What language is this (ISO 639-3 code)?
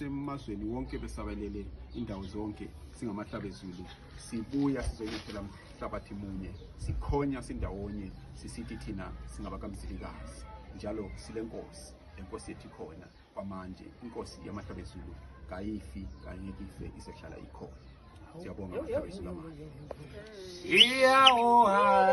nde